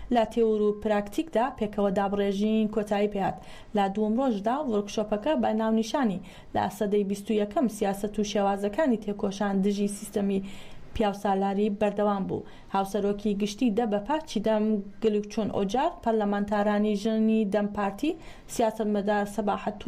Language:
Central Kurdish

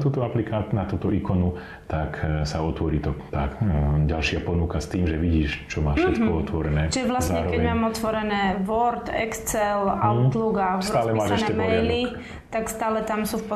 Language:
Slovak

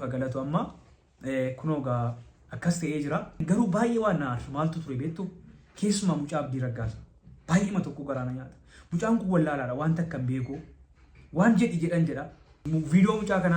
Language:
Oromo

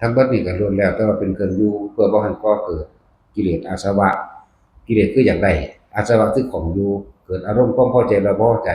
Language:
Northeastern Thai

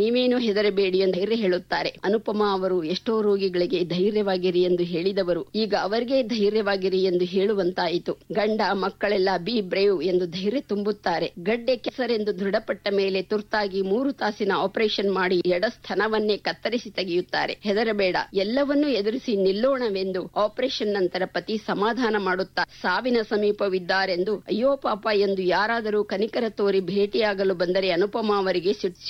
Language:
Kannada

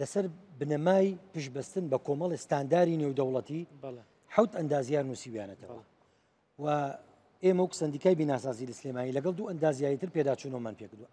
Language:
Central Kurdish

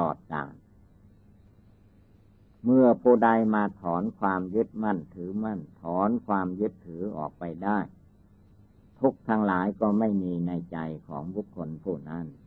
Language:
Thai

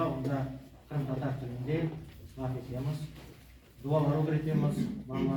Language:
Crimean Tatar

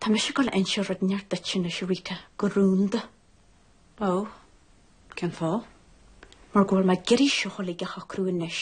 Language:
Irish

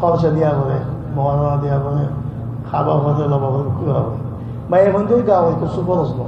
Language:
Rohingya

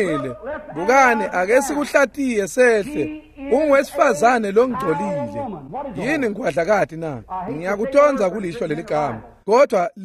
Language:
Swati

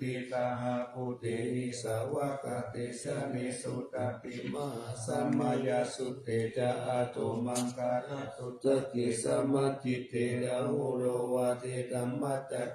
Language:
Pali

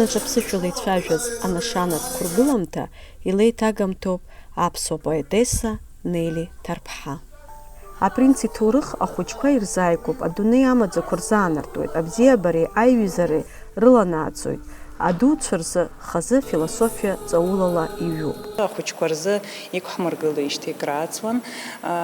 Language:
Abkhazian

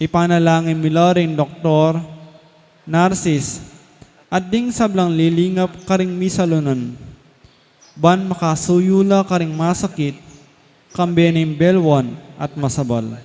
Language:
Pampanga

